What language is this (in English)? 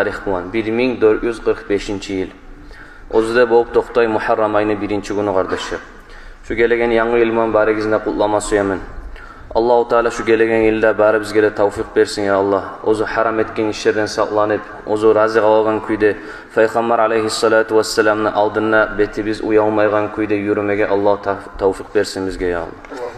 Kumyk